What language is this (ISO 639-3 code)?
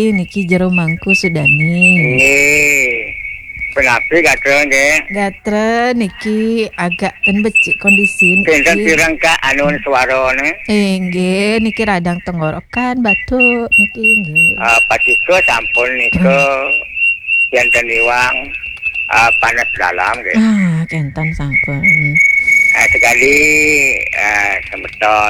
ban